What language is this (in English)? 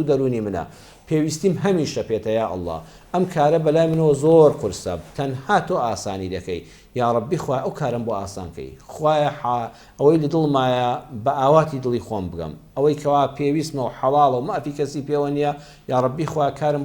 Central Kurdish